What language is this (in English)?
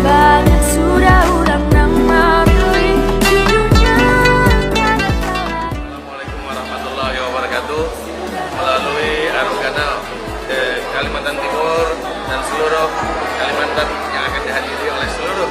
Banjar